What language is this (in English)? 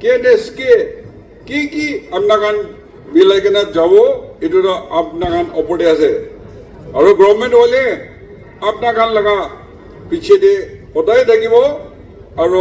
Naga Pidgin